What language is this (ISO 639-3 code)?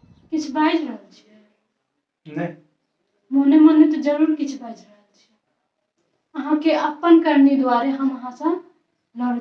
mai